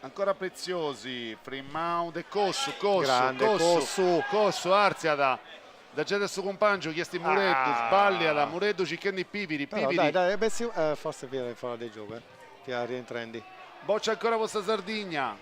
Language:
Sardinian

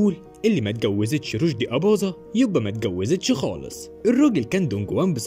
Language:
Egyptian Arabic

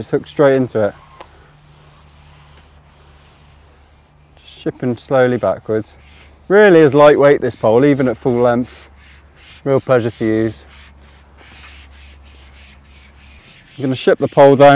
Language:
English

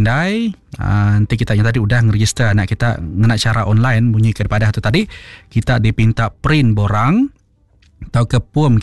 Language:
Iban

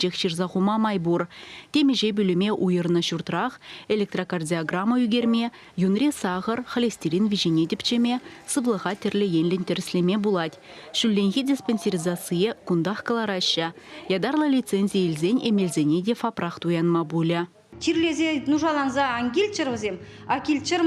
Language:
Chuvash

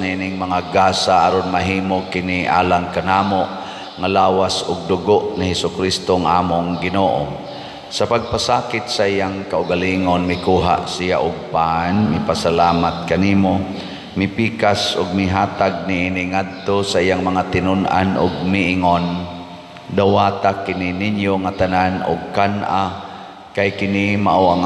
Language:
Cebuano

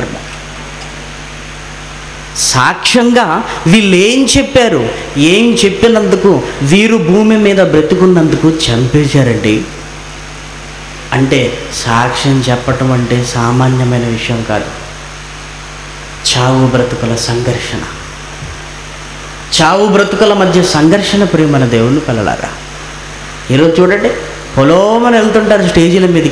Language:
Telugu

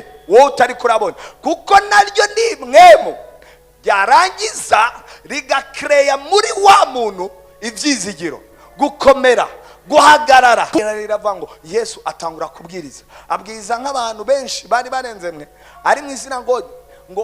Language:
Rundi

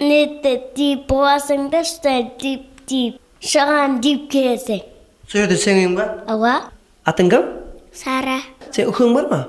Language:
Kara-Kalpak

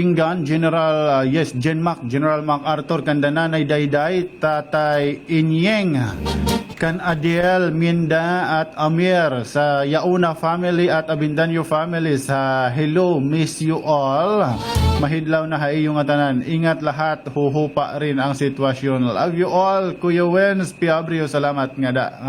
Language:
Waray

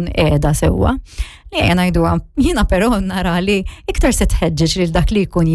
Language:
Maltese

